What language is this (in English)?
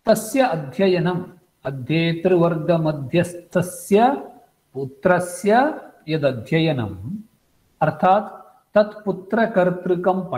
Sanskrit